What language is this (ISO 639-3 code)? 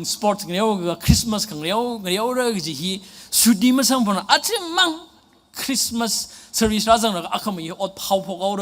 nmf